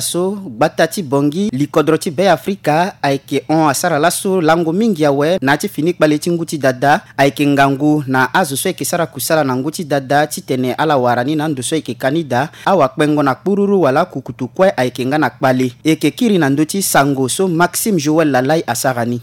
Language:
Sango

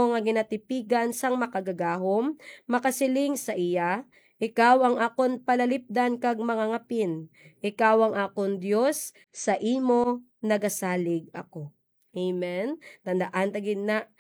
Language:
Hiligaynon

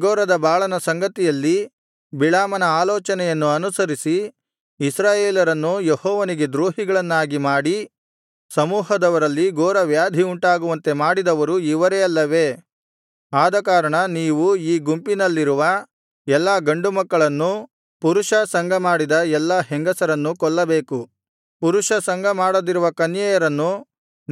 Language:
Kannada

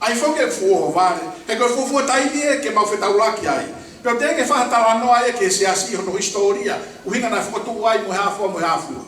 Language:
Tongan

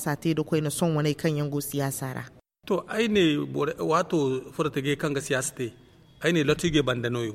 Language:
Zarma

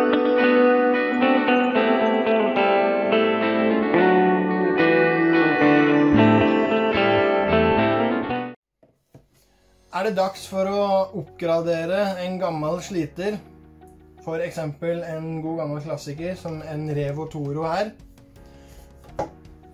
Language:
Norwegian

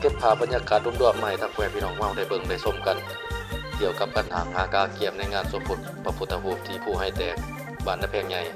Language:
Lao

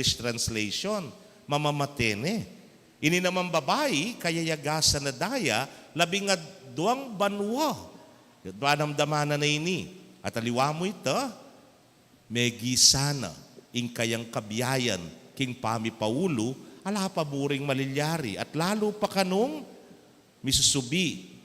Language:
Pampanga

